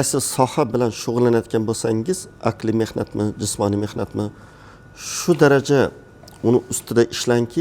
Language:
Uzbek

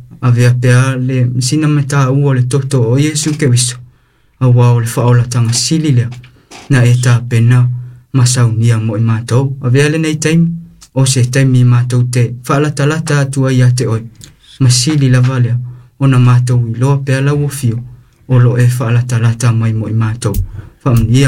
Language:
Samoan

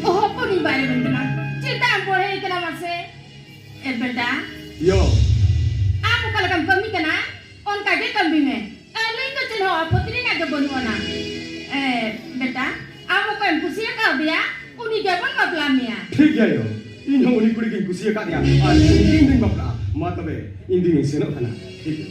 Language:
Santali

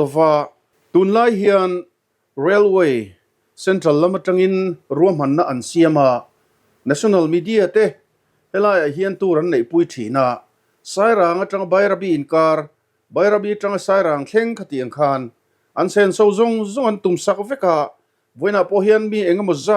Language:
Mizo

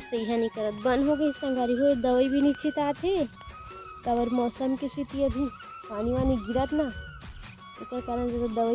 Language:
Chhattisgarhi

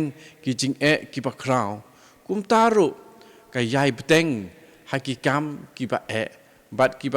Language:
Khasi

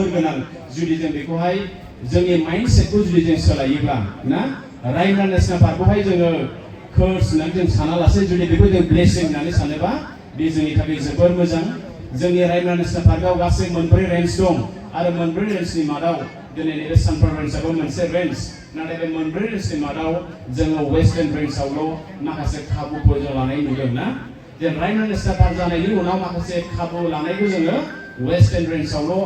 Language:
Bodo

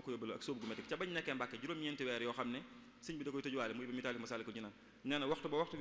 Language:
Wolof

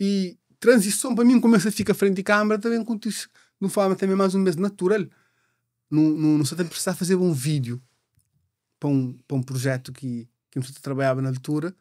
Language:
Kabuverdianu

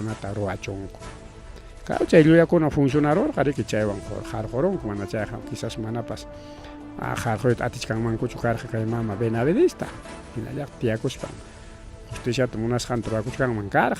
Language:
Ayacucho Quechua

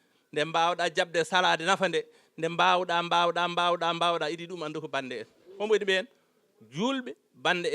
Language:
Fula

